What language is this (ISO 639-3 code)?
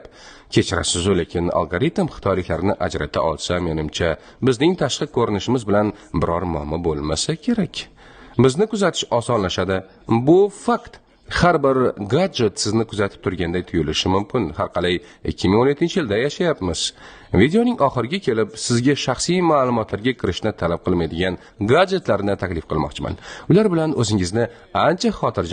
uzb